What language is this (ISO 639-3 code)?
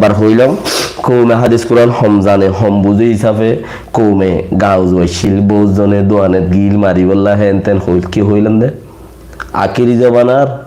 rhg